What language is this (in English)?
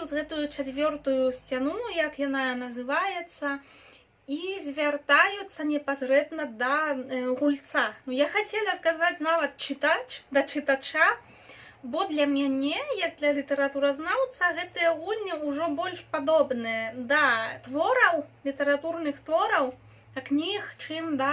Belarusian